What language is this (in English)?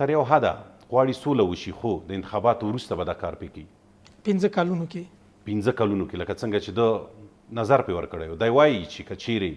Pashto